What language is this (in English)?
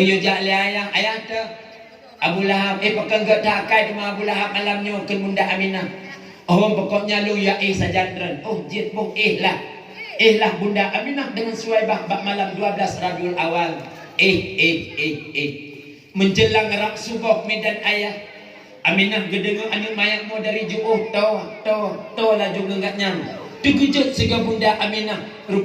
Achinese